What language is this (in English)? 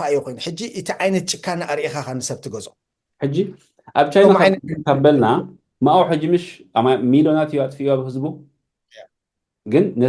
Tigrinya